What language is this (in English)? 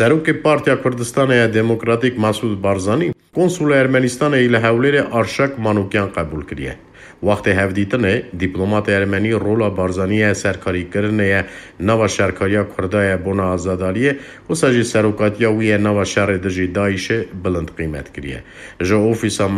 Kurdish